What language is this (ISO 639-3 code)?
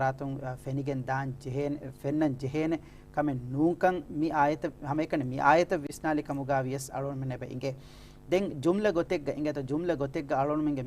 div